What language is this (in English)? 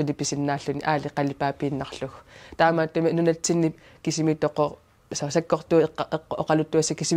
Kalaallisut